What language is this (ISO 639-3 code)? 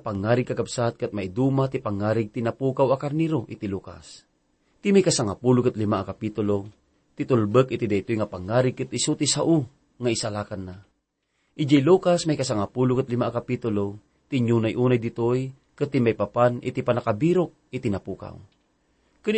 ilo